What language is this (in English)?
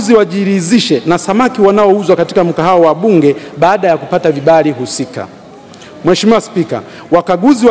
Swahili